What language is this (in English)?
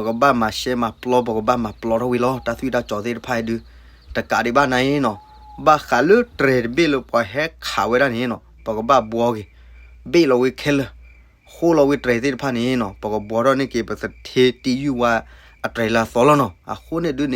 S'gaw Karen